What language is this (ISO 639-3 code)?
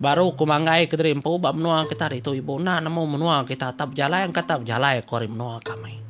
iba